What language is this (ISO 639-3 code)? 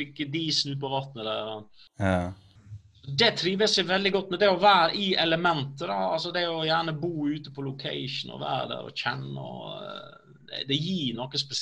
nor